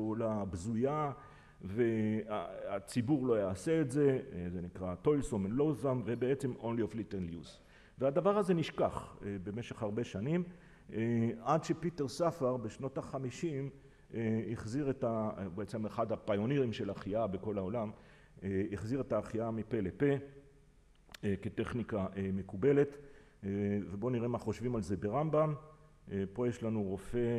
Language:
Hebrew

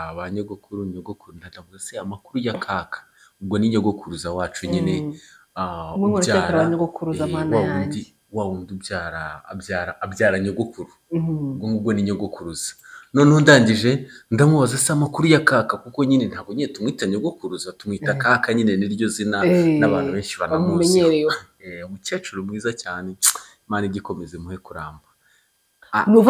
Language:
Kinyarwanda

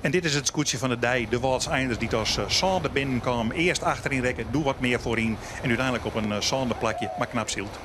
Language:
Western Frisian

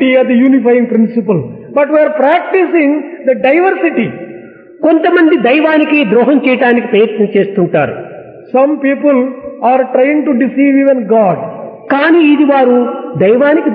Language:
Telugu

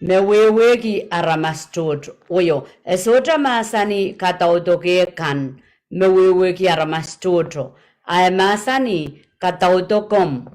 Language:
Pohnpeian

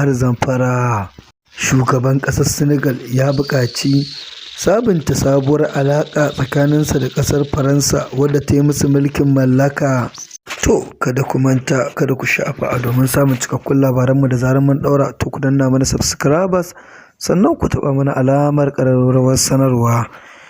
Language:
Hausa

